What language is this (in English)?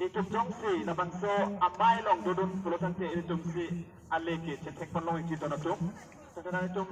Karbi